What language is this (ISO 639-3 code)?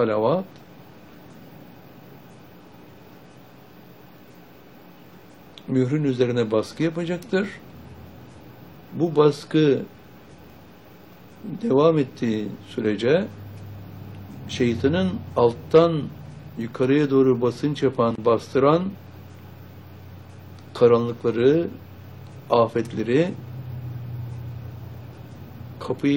tur